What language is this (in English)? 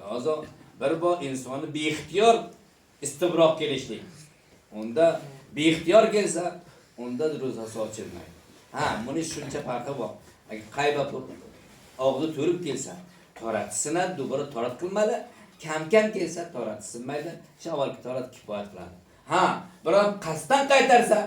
Uzbek